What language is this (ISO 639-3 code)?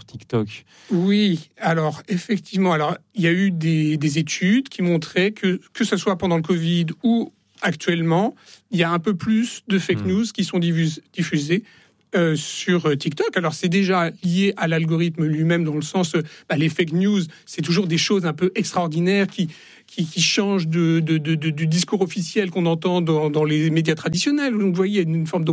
fra